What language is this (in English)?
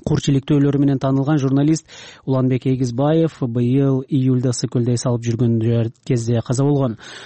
Kyrgyz